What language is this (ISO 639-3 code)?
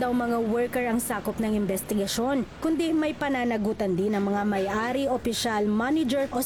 fil